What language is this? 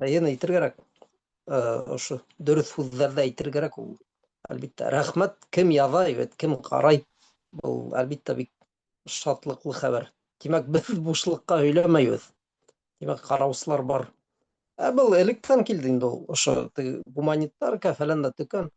Bashkir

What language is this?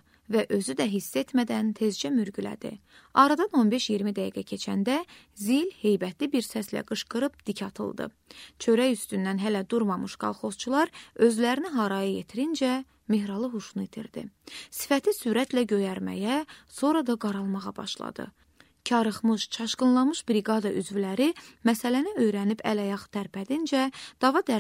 Azerbaijani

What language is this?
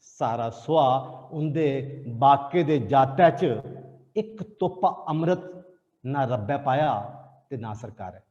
Dogri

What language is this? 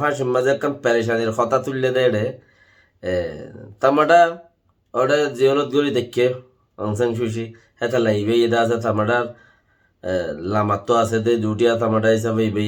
Rohingya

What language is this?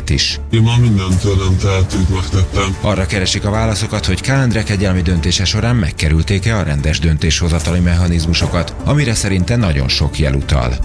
Hungarian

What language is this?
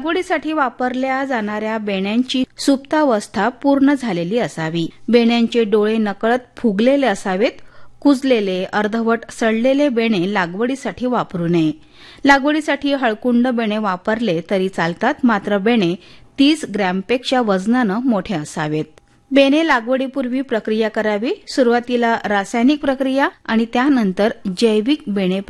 Marathi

